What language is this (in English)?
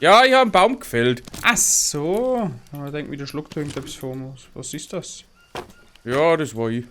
Bavarian